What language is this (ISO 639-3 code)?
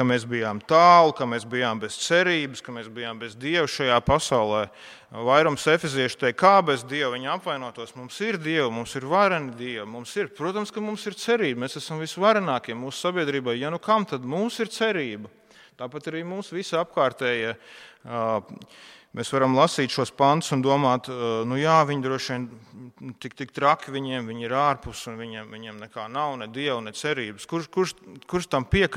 lav